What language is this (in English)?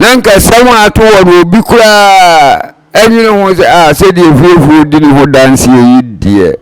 Akan